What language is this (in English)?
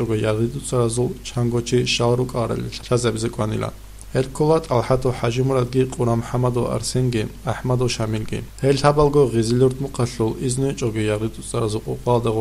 Avaric